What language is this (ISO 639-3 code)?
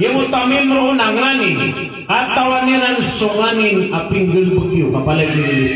mrw